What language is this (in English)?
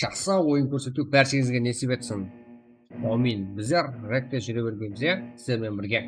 Kara-Kalpak